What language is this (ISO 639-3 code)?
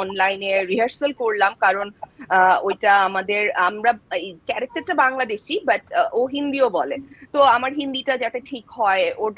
ben